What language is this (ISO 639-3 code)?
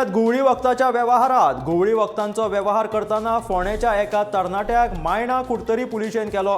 kok